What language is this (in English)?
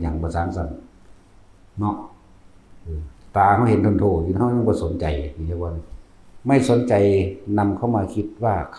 Northeastern Thai